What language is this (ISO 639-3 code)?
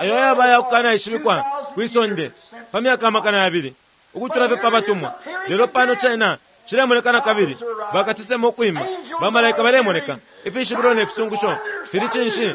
bem